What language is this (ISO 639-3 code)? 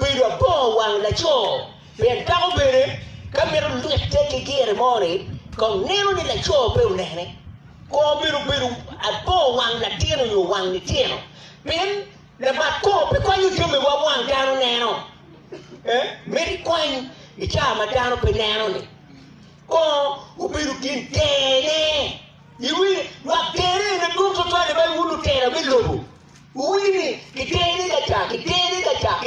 ach